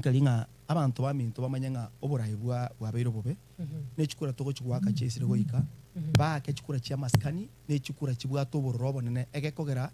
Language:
Gusii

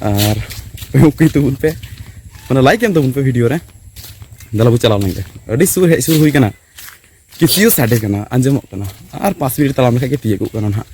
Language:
Santali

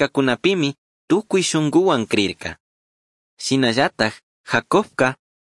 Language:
Chimborazo Highland Quichua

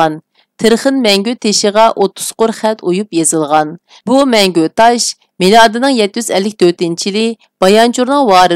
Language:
Uyghur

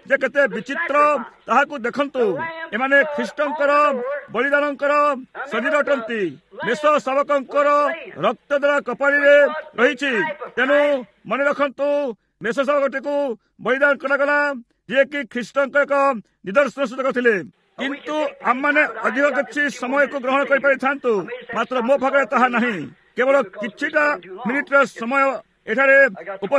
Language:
Odia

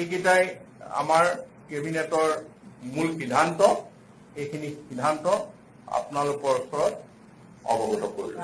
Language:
Assamese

